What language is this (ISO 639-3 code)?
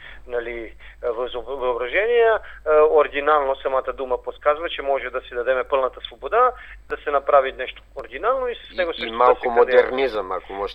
bul